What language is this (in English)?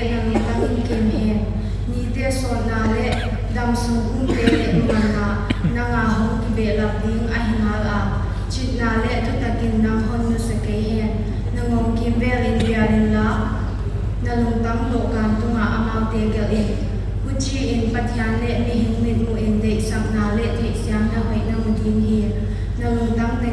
Paite Chin